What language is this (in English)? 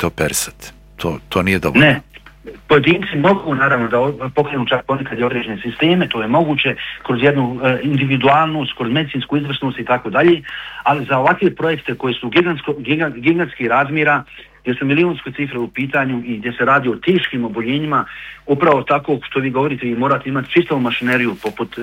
Bosnian